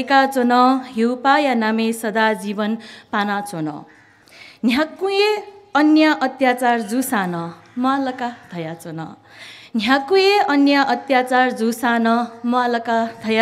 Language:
Newari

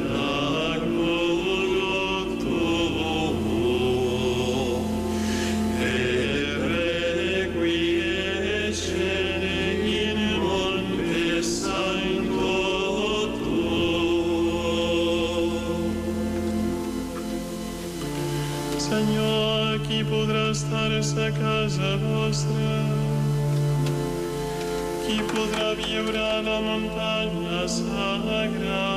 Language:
Catalan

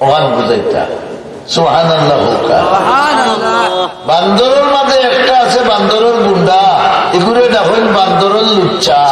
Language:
Sylheti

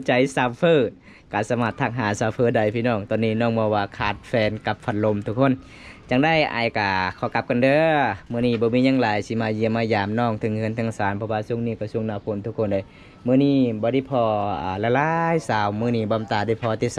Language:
Lao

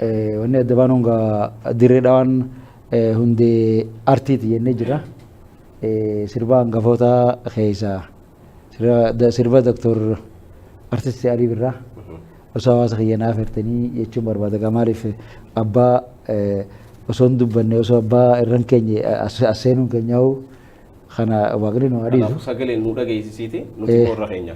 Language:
Oromo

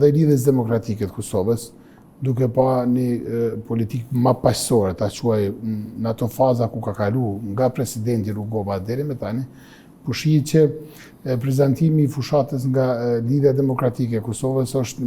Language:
Albanian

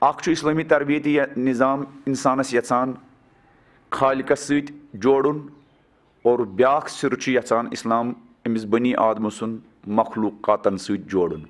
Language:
Kashmiri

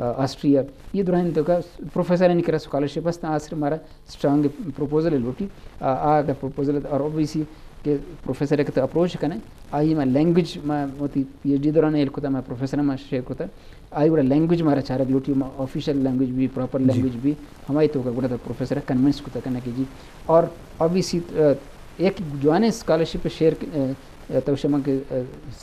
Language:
Eastern Balochi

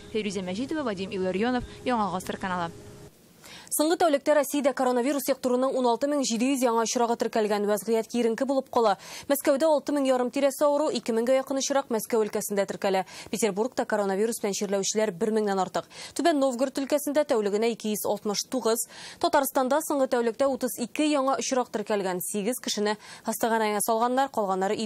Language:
Tatar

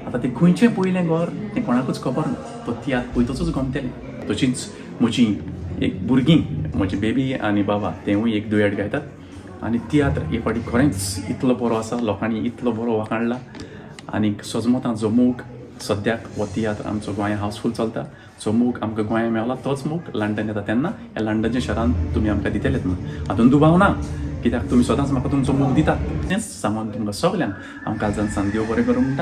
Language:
Konkani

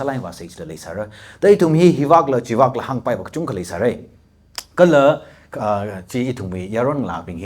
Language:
Tangkhul Naga (India)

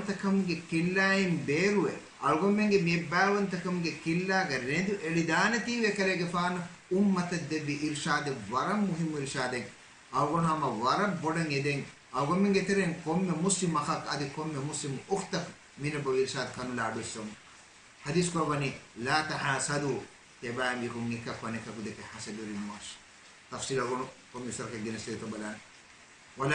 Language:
Divehi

